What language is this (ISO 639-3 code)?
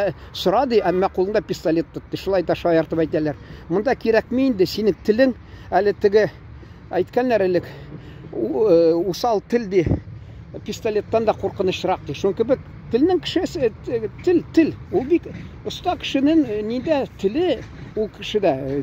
tat